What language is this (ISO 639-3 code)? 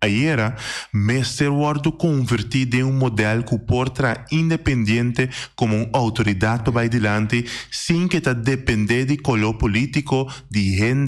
pap